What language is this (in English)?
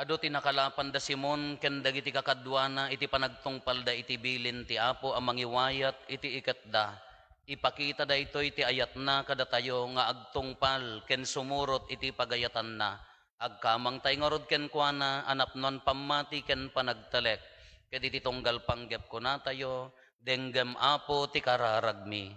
Iloko